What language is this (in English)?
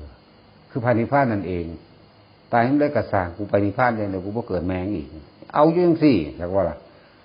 Northeastern Thai